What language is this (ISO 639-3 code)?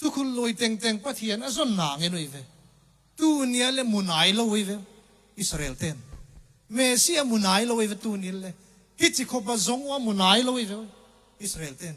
ctd